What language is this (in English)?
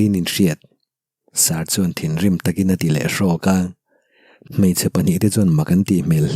Mizo